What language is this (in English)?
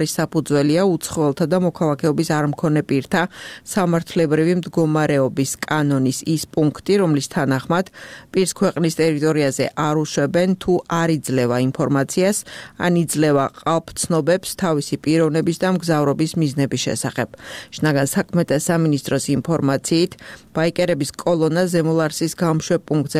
Georgian